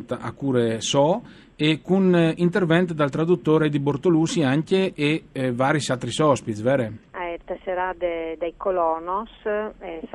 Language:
Friulian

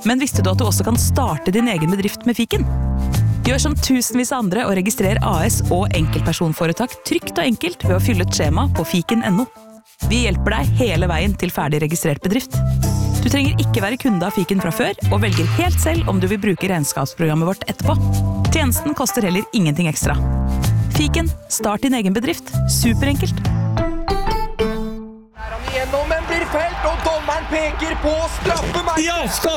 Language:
Norwegian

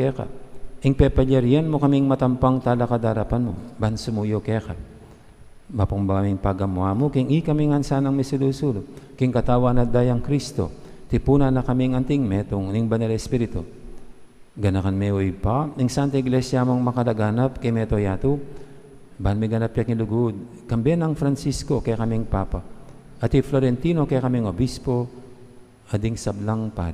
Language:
Pampanga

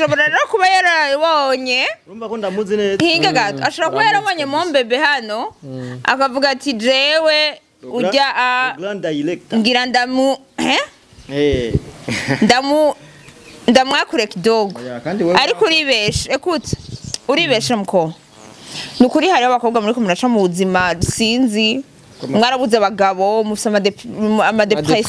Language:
Rundi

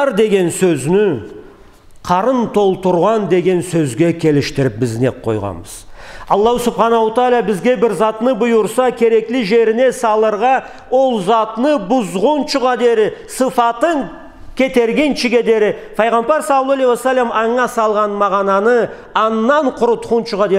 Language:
Karachay-Balkar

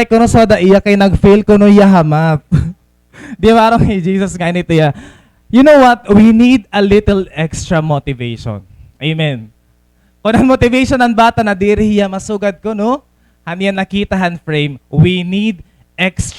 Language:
Waray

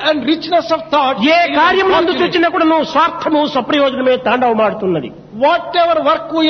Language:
Telugu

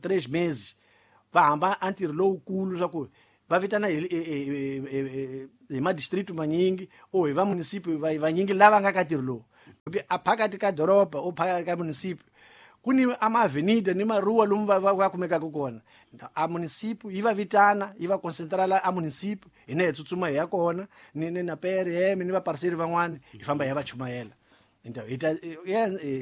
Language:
Tsonga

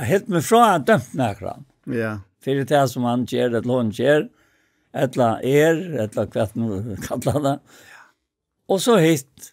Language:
Faroese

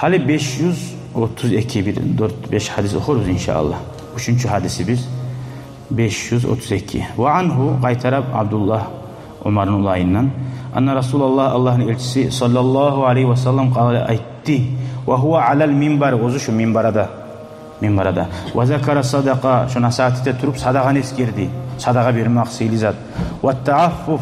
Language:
Kumyk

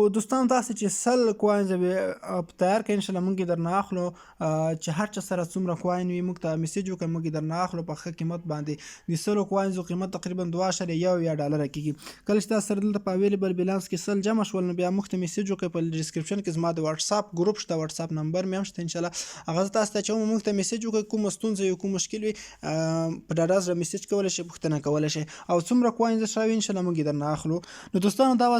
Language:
Pashto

